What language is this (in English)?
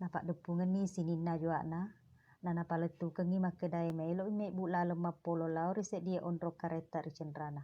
Buginese